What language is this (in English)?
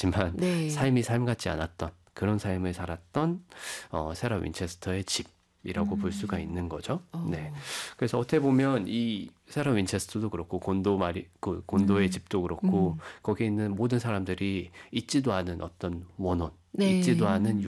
Korean